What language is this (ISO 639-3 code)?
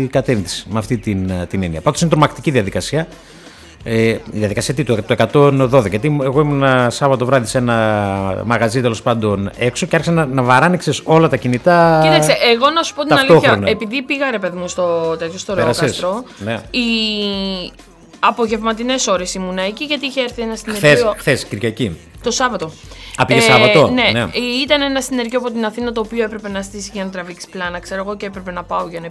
ell